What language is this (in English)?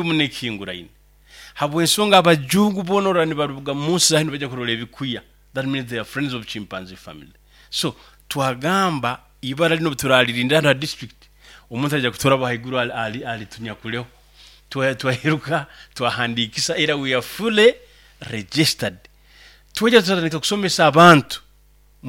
Nyoro